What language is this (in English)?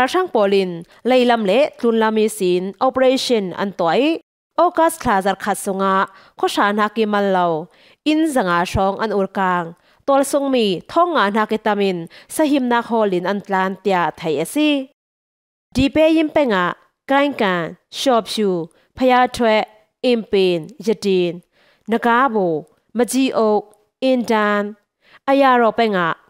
Falam Chin